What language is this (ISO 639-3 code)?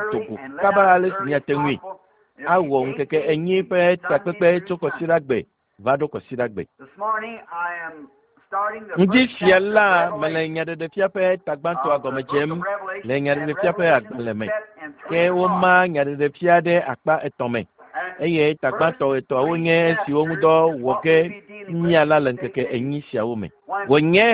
ewe